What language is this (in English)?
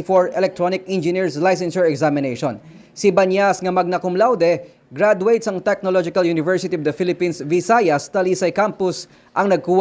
Hiligaynon